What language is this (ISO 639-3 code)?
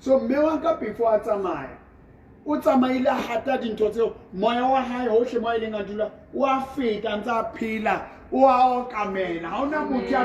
sot